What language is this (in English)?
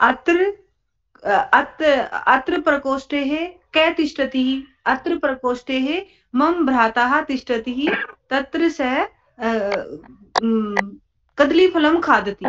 Sanskrit